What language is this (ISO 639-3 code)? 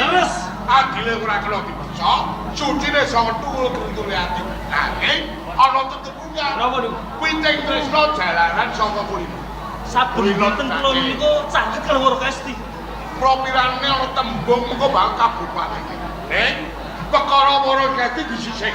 jav